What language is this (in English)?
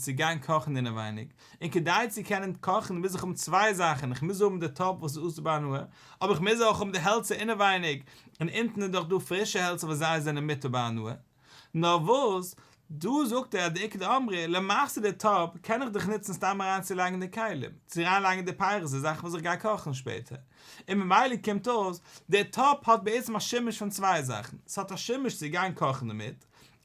Yiddish